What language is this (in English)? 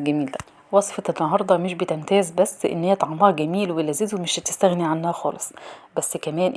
Egyptian Arabic